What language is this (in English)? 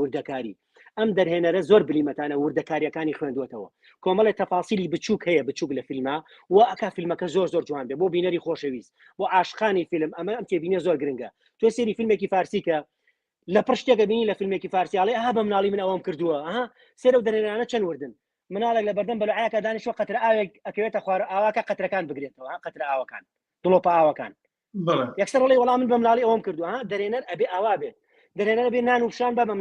Central Kurdish